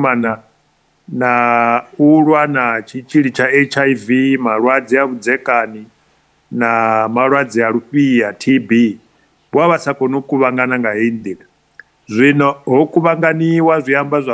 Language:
Venda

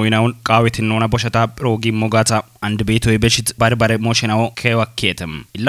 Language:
Kafa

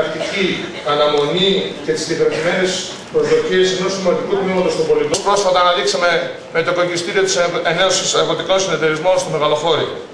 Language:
Greek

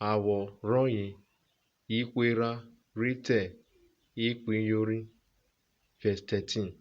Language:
Urhobo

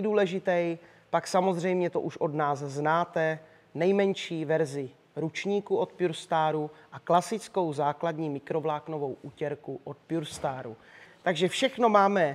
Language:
Czech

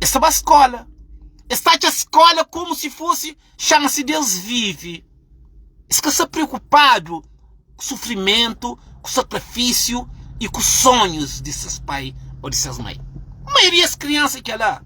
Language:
Kabuverdianu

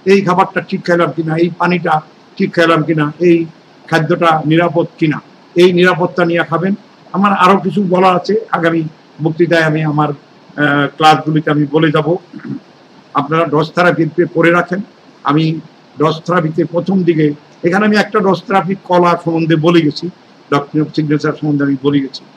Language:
Bangla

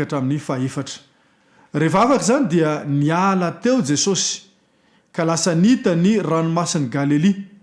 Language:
Malagasy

